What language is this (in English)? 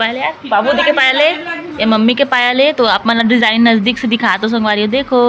Chhattisgarhi